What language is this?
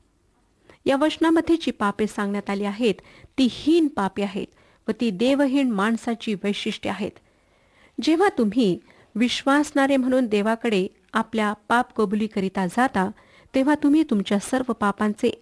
Marathi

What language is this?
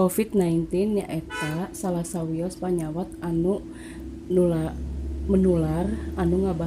Sundanese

